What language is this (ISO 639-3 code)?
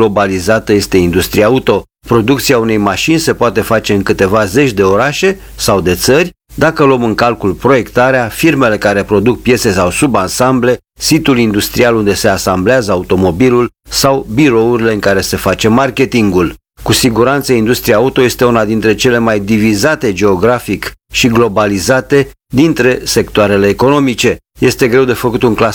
ron